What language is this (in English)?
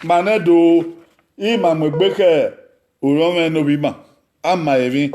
Bini